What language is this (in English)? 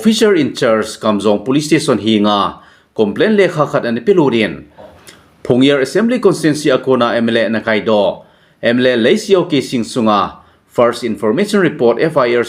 Thado Chin